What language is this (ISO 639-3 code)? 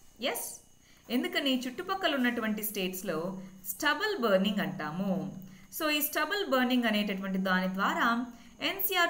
tel